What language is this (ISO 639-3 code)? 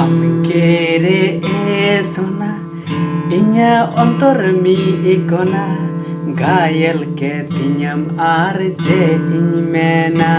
sat